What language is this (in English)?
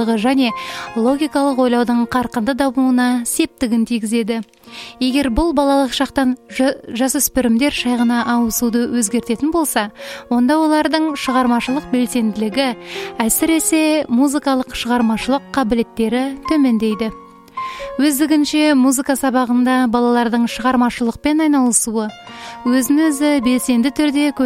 Kazakh